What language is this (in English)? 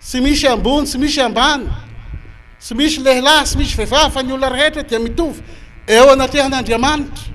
Malagasy